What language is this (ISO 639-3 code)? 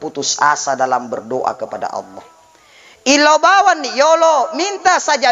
bug